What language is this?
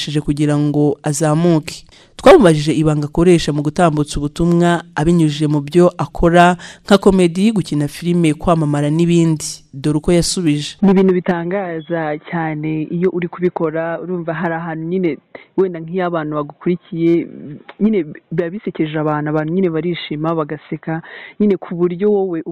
Kinyarwanda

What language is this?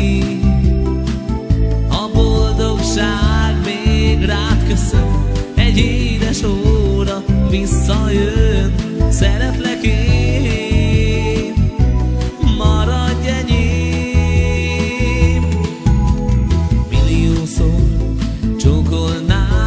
Hungarian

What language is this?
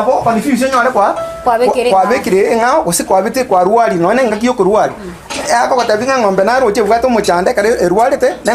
Gusii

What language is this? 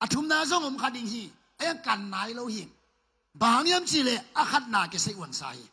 Tedim Chin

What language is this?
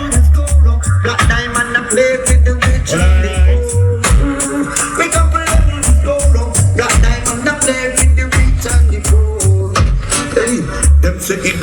Jamaican Creole English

